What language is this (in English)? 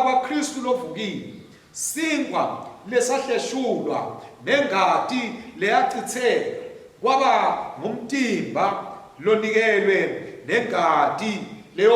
Swati